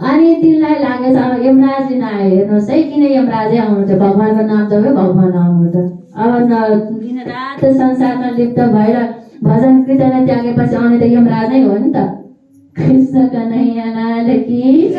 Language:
Nepali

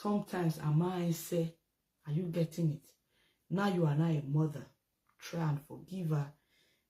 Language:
Nigerian Pidgin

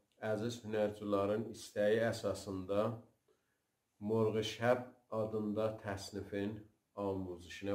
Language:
South Azerbaijani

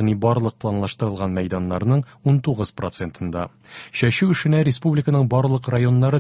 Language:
Tatar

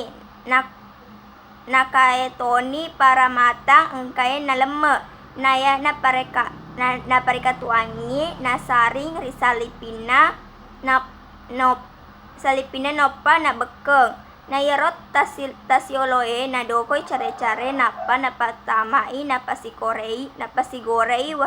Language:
Buginese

